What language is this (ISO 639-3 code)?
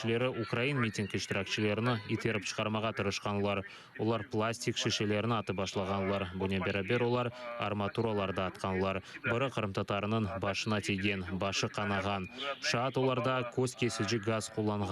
crh